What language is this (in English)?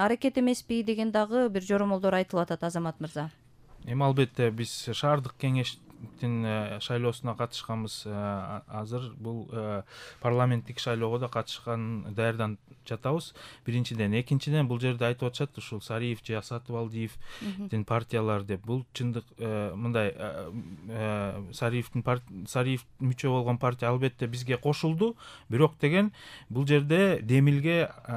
Kyrgyz